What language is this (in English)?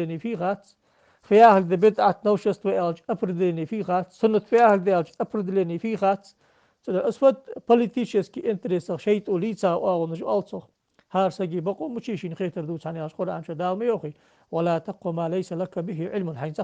Ingush